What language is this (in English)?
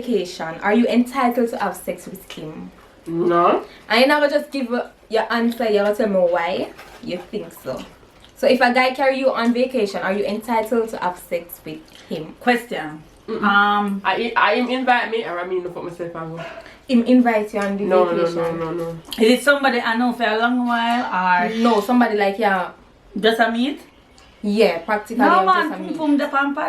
Jamaican Creole English